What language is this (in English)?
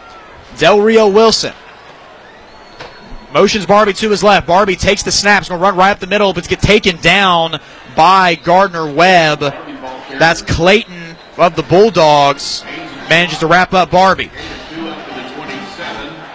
English